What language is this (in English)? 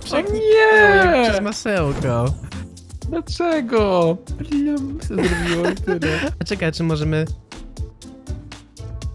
Polish